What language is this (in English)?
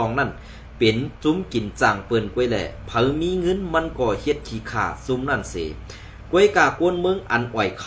Shan